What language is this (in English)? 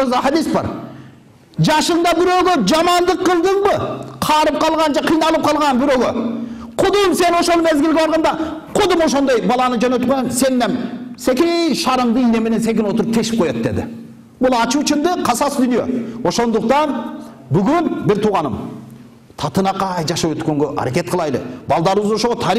Kyrgyz